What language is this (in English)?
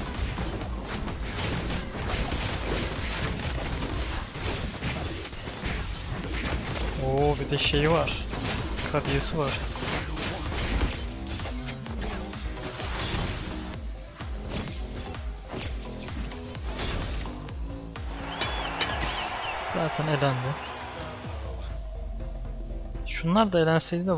Turkish